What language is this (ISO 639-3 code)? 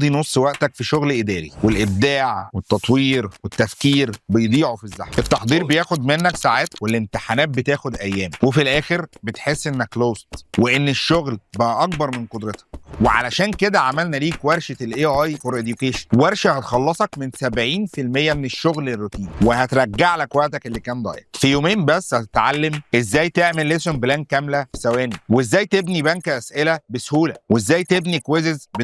arz